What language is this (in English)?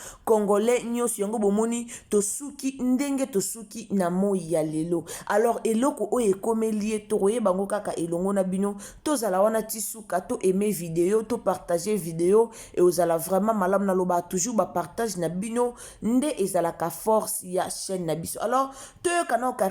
Lingala